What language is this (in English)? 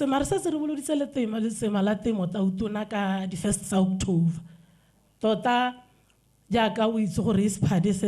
Tswana